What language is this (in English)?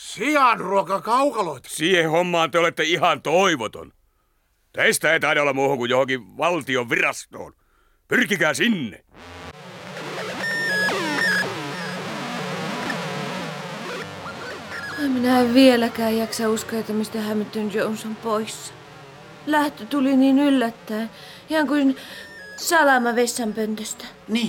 Finnish